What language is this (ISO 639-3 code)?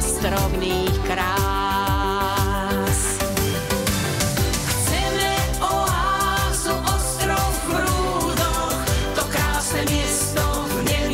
slk